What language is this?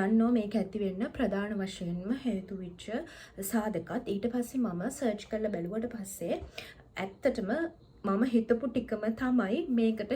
Sinhala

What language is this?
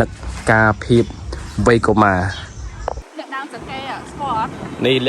Khmer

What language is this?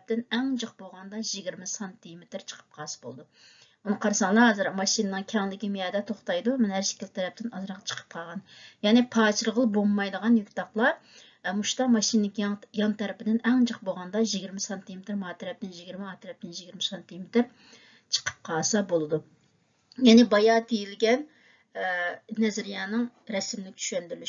Uyghur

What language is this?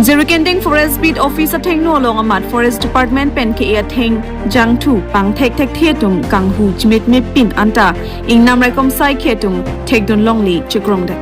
Karbi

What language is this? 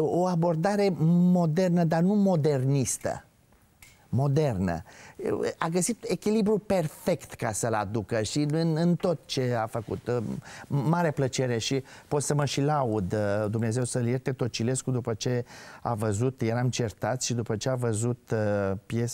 Romanian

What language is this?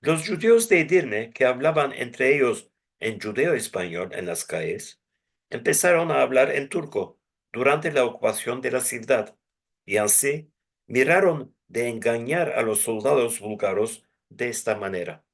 Ladino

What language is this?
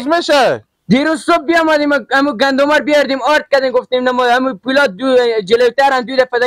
Hazaragi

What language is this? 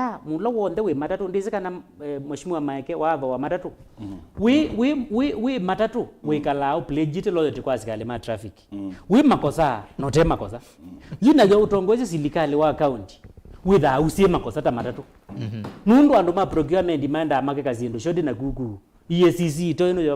Kamba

